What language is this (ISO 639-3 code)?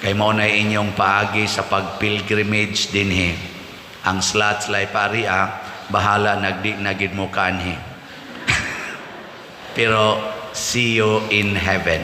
ceb